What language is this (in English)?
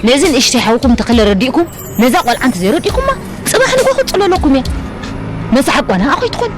Tigrinya